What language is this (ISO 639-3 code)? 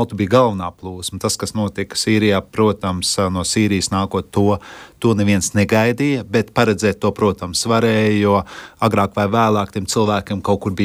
lav